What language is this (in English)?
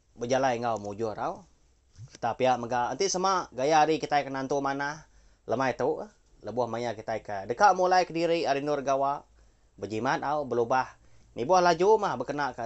Iban